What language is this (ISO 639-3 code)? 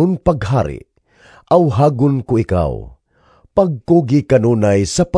ceb